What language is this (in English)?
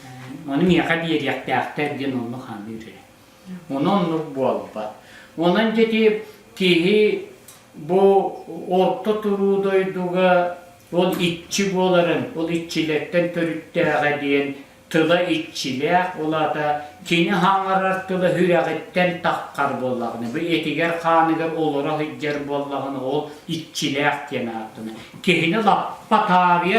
Yakut